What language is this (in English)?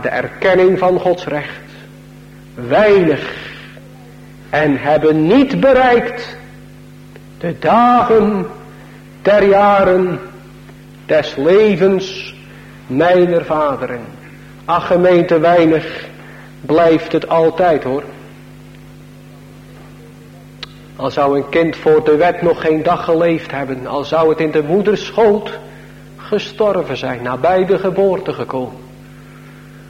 Dutch